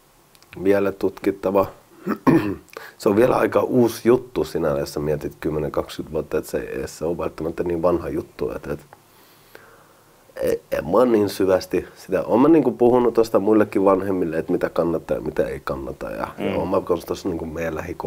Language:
Finnish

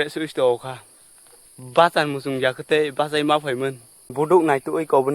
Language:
Kok Borok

